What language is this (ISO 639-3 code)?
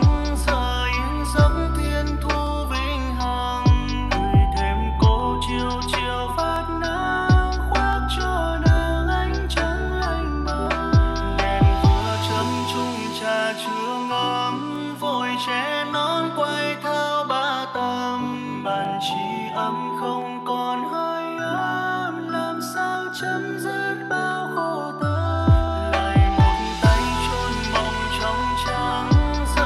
vie